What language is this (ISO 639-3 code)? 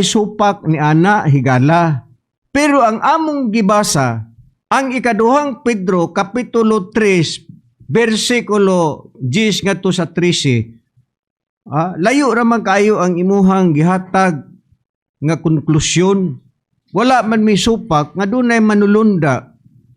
ceb